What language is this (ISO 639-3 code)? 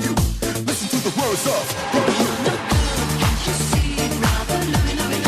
kaa